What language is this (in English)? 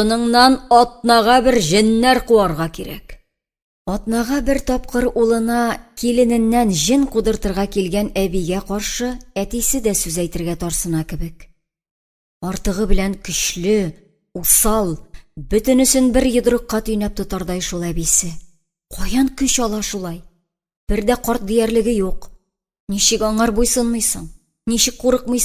Tatar